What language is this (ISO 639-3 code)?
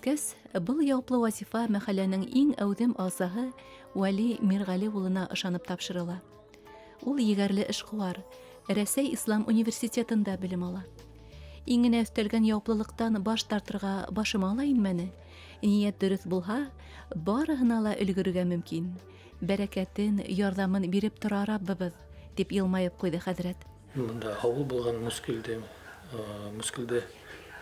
bak